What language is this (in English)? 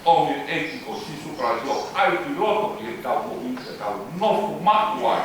Tongan